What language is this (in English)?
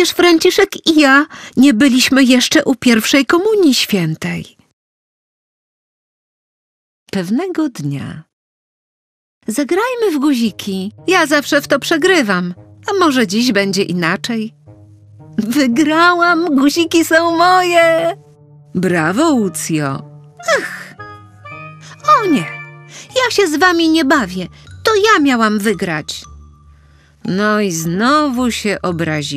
Polish